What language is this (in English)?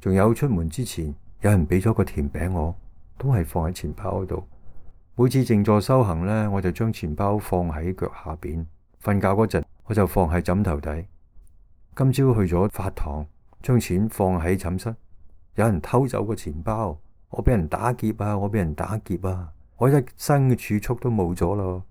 Cantonese